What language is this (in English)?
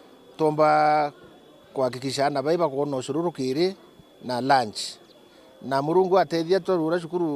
Meru